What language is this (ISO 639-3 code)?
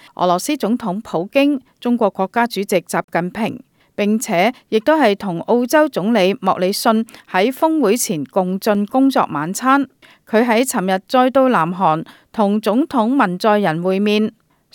yue